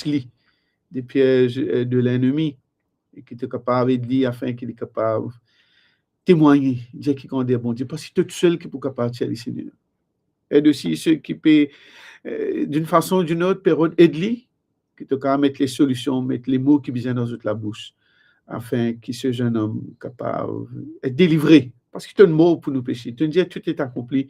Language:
Morisyen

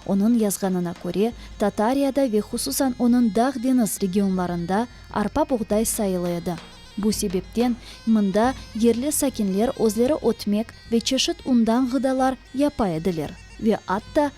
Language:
Crimean Tatar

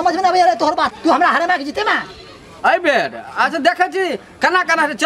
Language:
Maithili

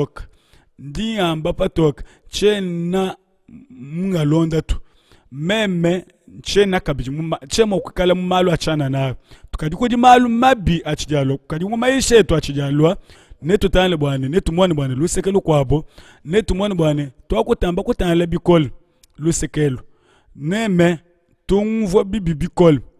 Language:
Luba-Lulua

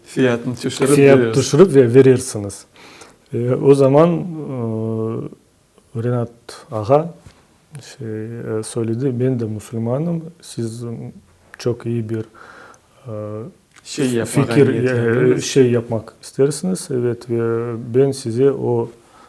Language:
Crimean Tatar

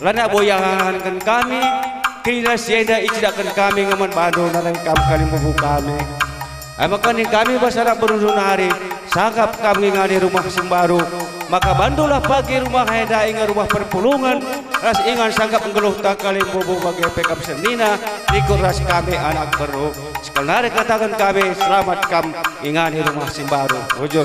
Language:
Batak Karo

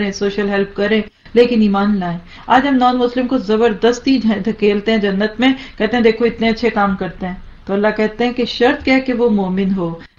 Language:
Urdu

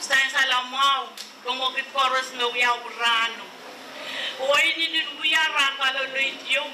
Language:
Pohnpeian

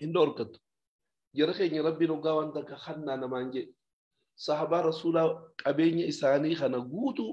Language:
Oromo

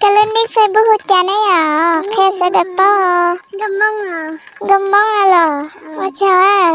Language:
Hmong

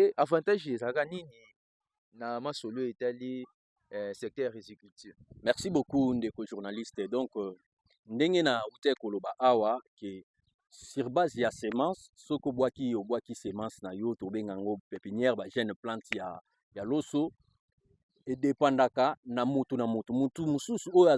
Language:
Lingala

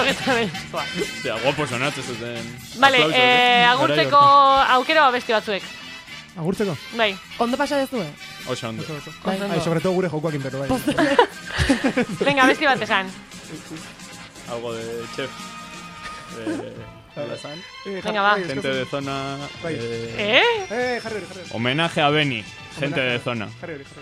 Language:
Basque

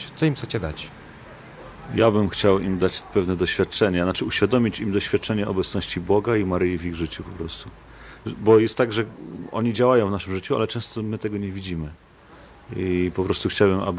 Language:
Polish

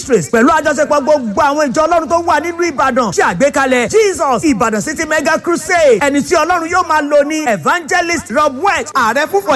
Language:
Yoruba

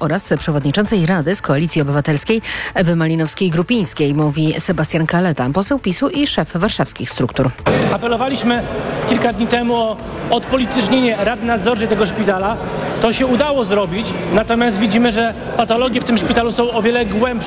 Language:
Polish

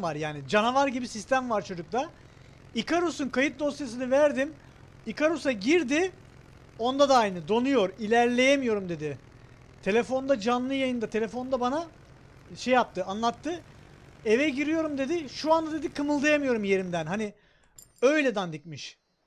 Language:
Turkish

